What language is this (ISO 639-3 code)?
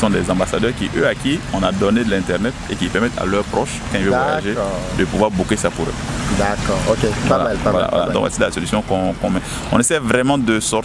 fra